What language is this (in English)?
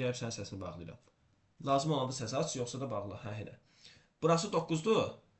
Azerbaijani